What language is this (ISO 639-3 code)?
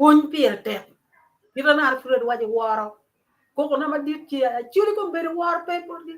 ach